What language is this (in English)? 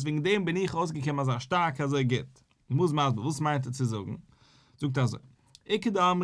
Yiddish